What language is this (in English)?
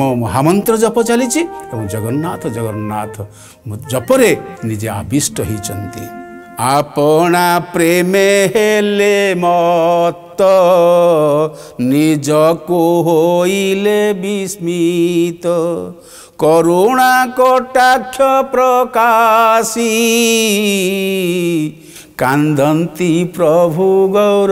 Odia